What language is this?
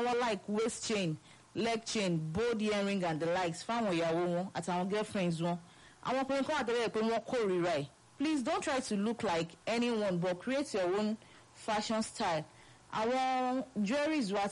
Yoruba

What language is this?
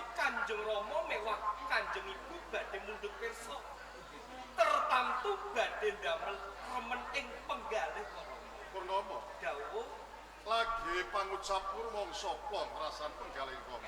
Javanese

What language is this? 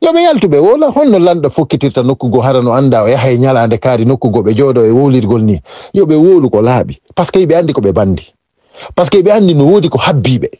Fula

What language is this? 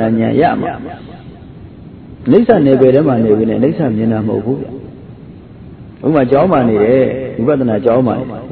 Burmese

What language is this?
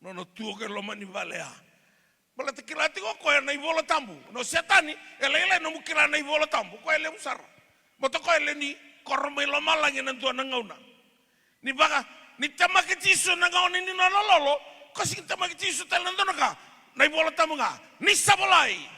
Fijian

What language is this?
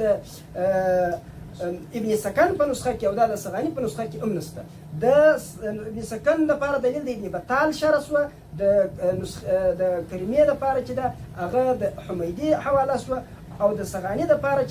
Pashto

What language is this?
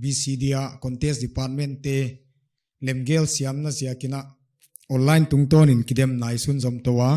Paite Chin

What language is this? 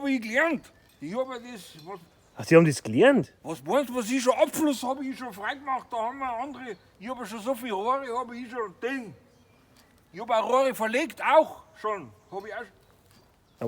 Bavarian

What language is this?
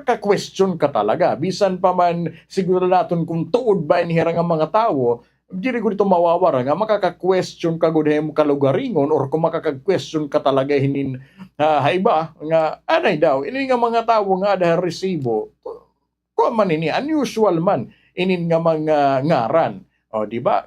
Waray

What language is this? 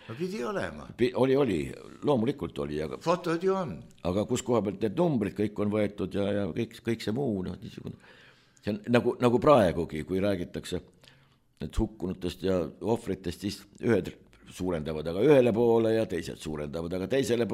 Estonian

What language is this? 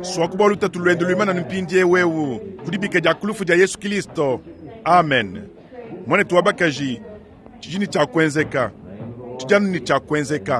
Luba-Lulua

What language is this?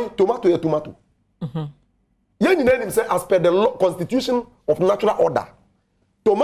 Akan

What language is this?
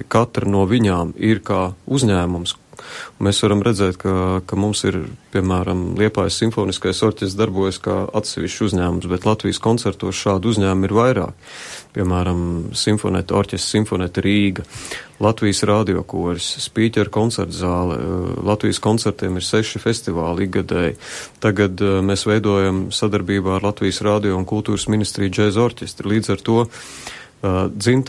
Latvian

